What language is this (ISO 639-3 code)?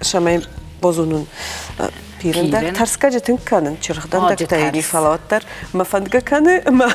oss